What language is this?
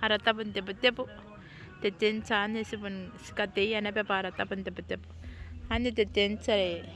Gilbertese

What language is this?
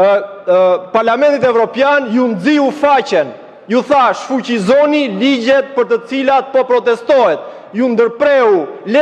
Albanian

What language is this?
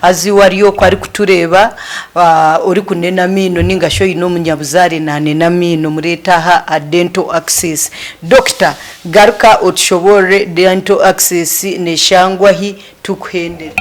Nyankole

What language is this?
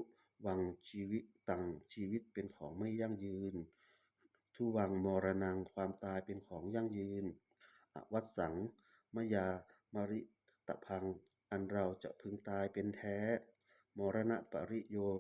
Pali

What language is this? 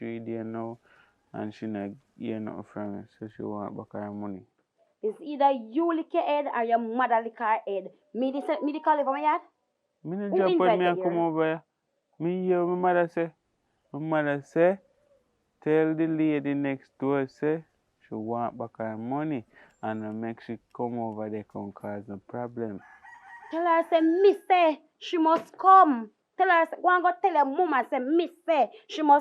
Jamaican Creole English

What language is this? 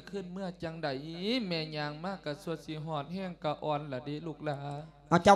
Lao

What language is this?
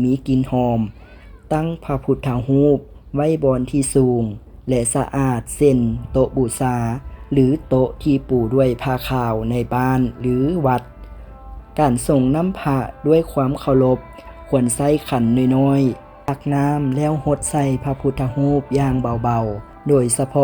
Lao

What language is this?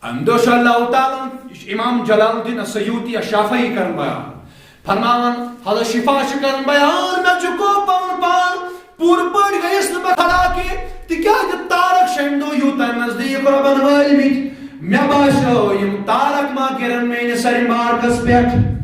Kashmiri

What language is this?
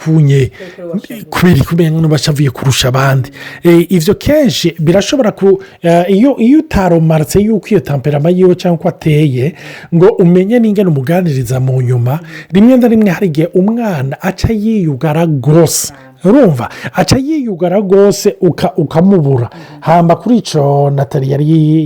Rundi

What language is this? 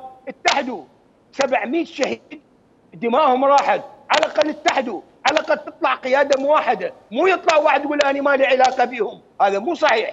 Mesopotamian Arabic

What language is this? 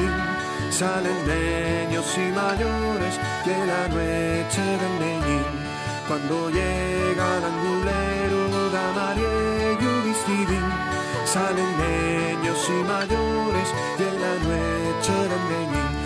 Asturian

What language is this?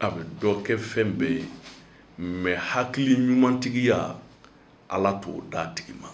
Bambara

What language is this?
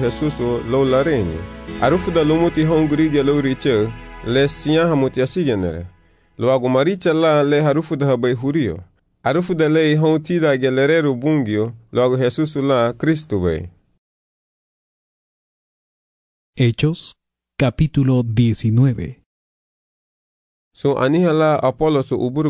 Garifuna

